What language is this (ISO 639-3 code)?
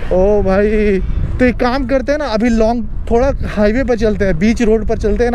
hin